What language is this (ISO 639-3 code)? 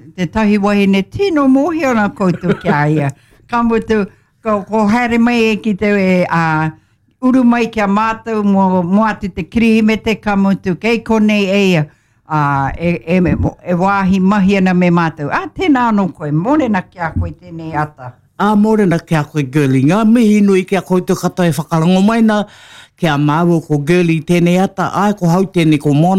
mri